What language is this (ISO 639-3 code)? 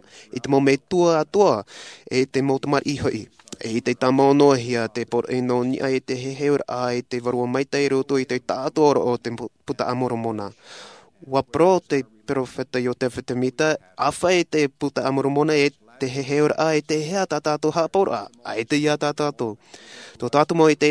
tah